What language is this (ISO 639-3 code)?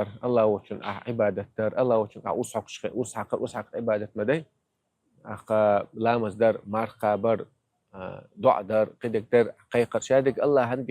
che